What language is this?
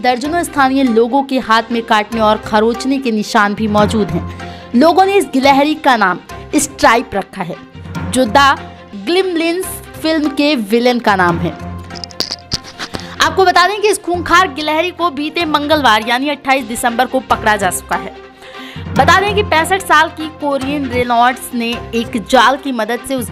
Hindi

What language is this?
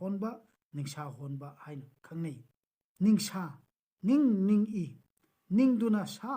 Manipuri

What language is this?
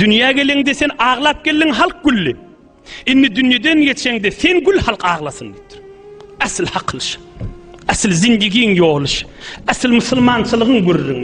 Turkmen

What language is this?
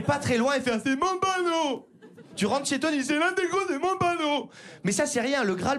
French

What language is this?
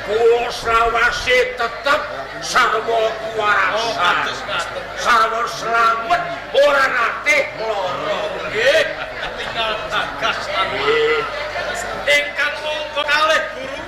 Javanese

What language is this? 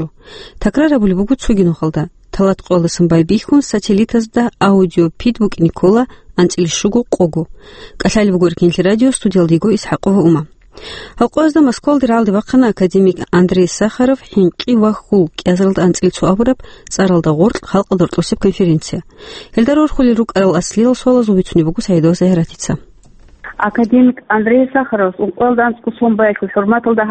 Avaric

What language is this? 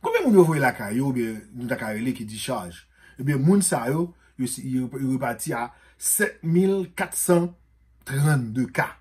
Haitian Creole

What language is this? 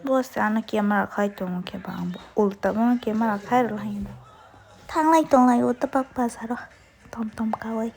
Kok Borok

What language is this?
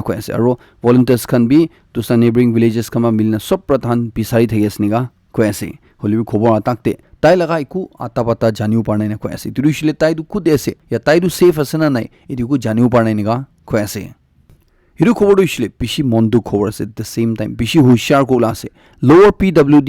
Naga Pidgin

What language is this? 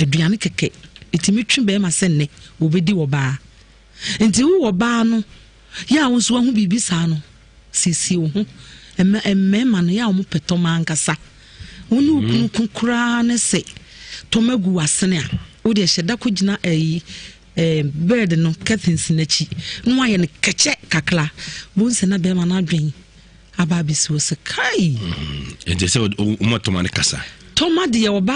Akan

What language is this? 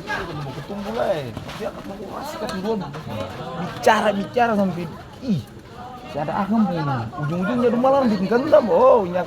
Ambonese Malay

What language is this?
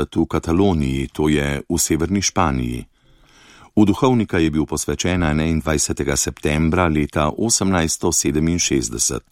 Slovenian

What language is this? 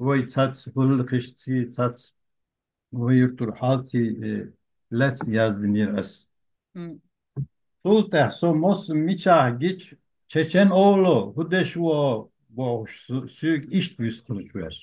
Chechen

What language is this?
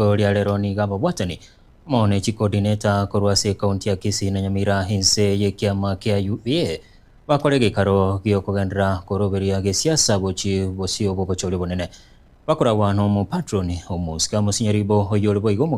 Gusii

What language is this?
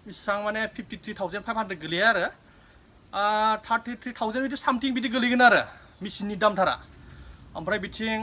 Bodo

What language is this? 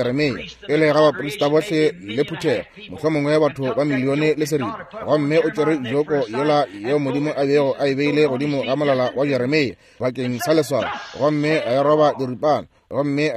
Northern Sotho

